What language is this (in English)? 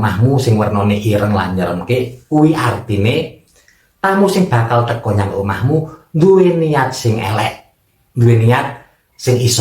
Javanese